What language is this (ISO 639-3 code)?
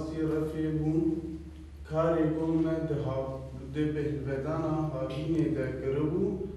kur